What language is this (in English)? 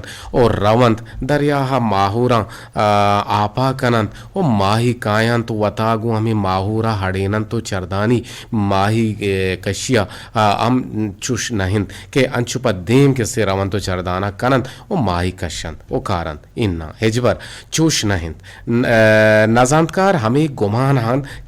Eastern Balochi